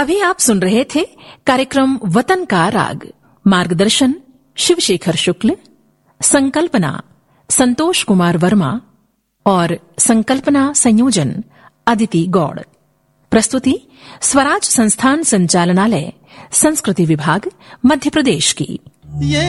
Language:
Hindi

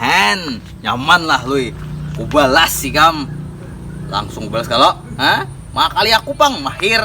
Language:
Banjar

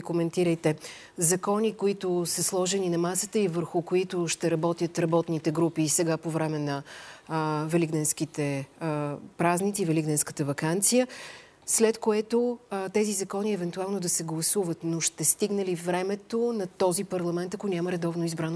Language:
Bulgarian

